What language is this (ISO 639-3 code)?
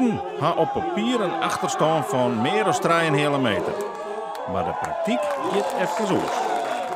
fry